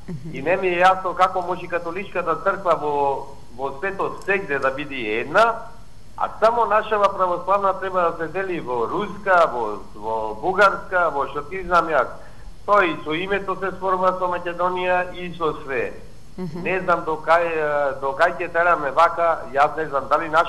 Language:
Macedonian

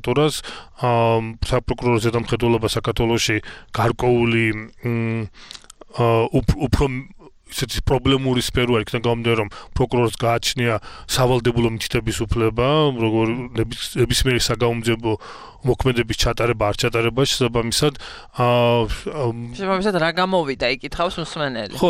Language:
Georgian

